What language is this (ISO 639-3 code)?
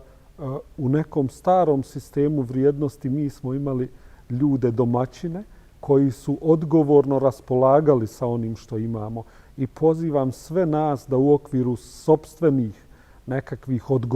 bos